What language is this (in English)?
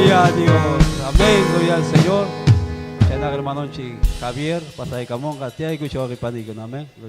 Ayacucho Quechua